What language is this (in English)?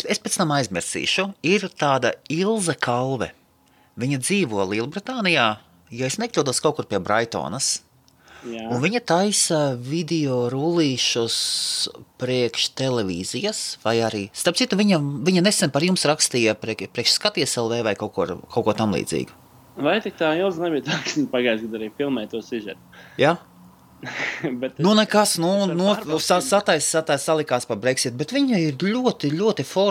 Latvian